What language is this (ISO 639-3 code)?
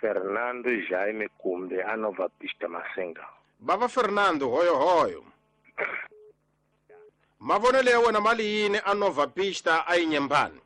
tso